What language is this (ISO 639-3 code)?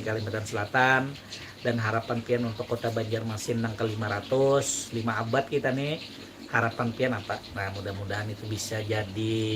bjn